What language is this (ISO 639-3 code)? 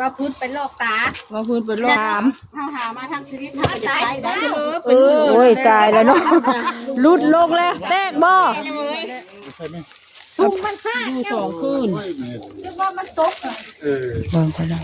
tts